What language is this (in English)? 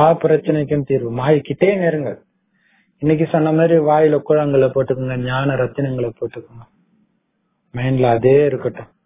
Tamil